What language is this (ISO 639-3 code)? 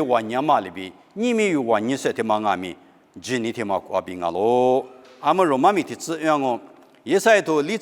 lis